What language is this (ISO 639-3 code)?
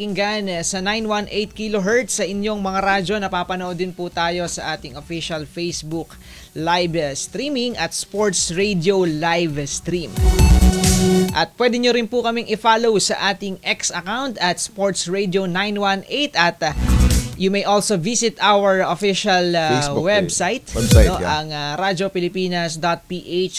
fil